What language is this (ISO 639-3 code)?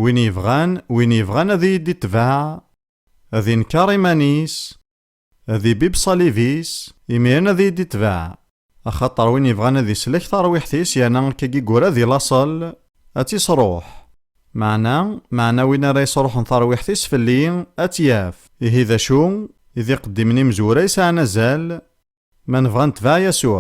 kab